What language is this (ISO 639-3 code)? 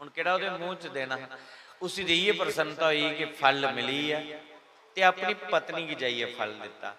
doi